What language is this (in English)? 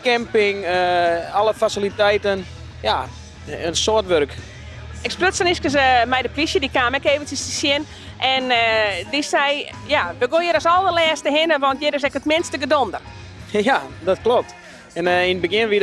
Western Frisian